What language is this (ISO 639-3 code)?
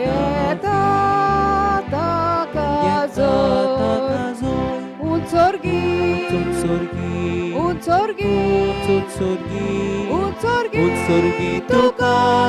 kok